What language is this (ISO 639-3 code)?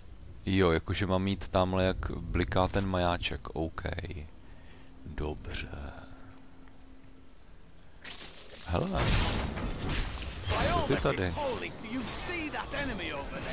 ces